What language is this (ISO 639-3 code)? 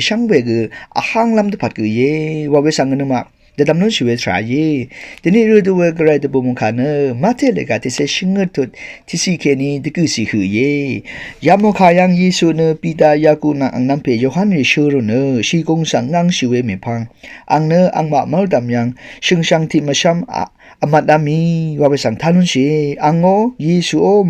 raw